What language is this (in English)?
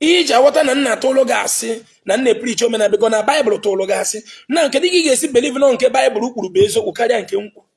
Igbo